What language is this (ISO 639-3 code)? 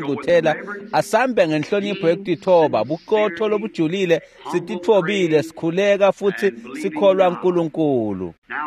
ssw